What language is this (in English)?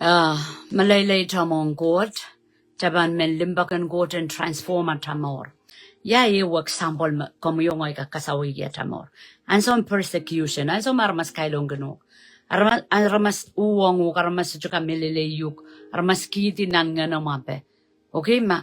Pohnpeian